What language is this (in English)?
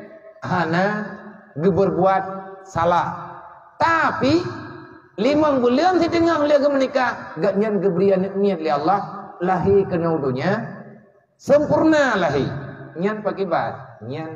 Achinese